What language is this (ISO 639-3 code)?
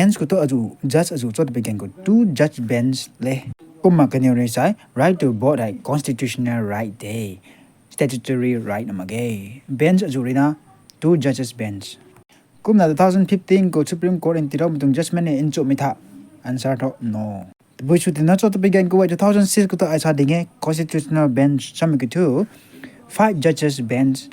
nbu